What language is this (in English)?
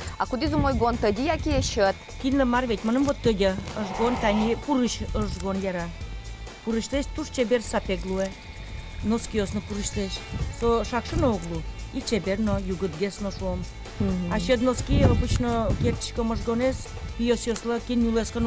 Udmurt